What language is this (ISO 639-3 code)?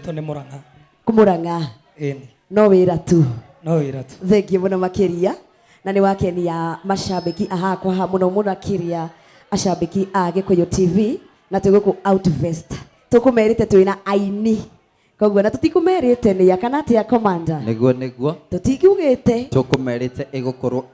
kik